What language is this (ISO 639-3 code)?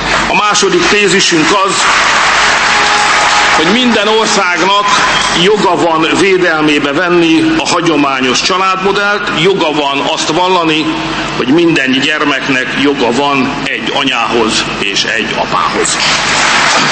hun